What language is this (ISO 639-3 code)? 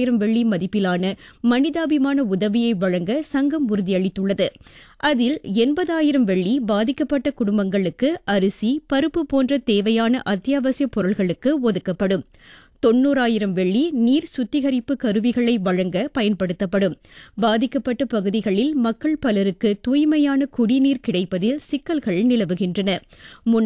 tam